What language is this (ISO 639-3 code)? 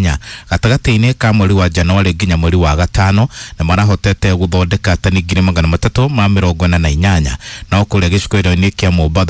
kik